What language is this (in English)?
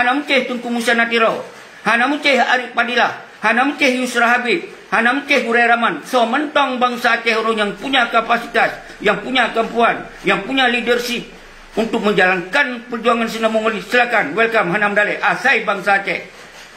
Achinese